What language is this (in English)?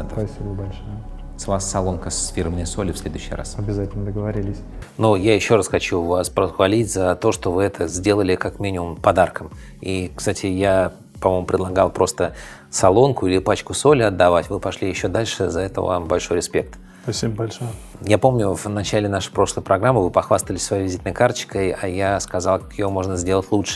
Russian